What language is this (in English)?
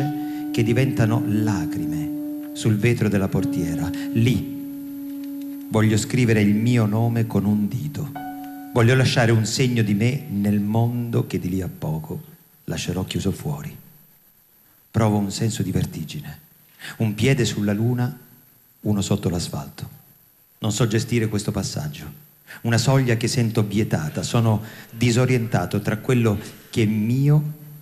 Italian